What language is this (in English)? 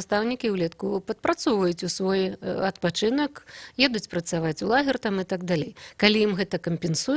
Belarusian